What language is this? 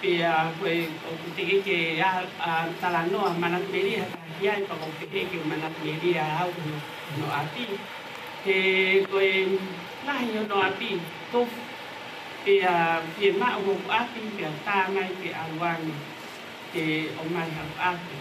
Tongan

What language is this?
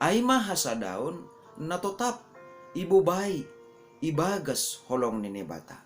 Batak Simalungun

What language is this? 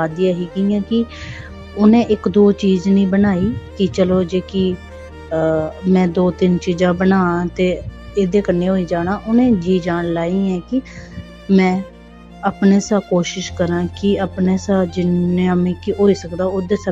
Dogri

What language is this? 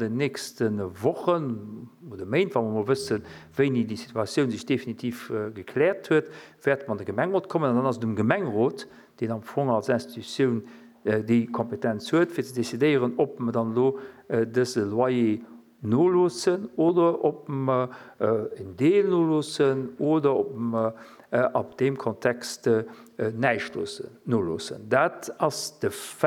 Luxembourgish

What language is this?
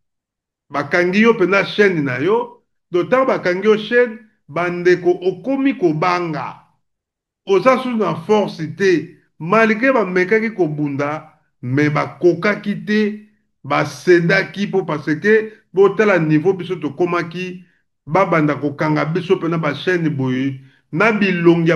Lingala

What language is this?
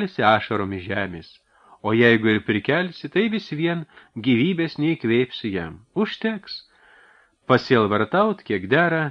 Lithuanian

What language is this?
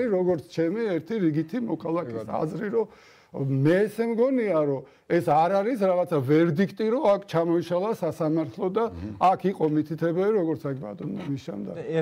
Georgian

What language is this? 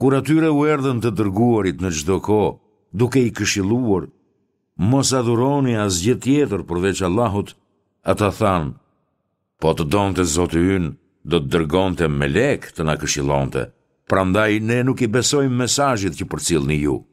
Albanian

